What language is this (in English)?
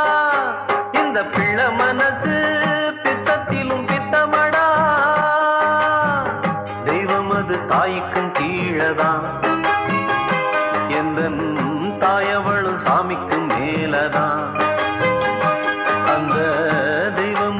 Tamil